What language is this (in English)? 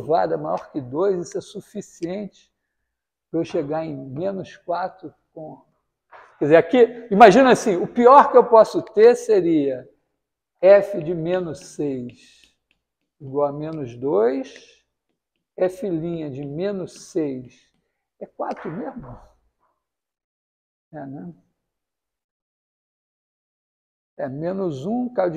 Portuguese